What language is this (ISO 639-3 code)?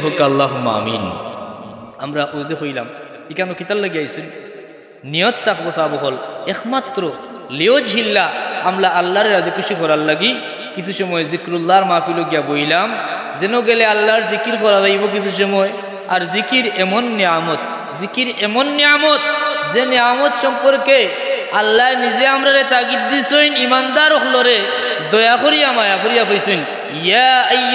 syl